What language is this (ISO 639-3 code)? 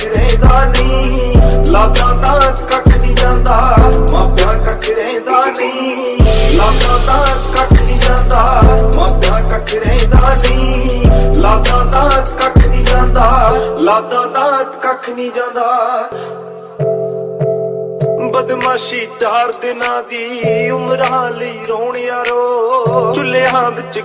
pan